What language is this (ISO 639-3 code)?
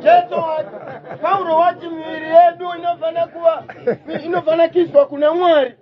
sna